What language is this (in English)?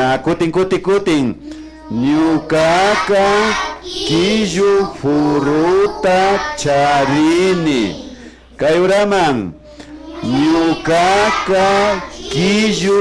Imbabura Highland Quichua